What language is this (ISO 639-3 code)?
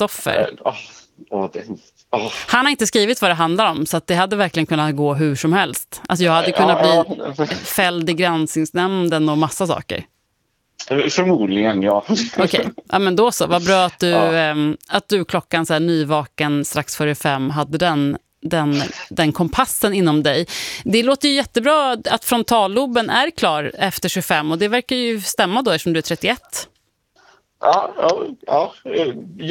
swe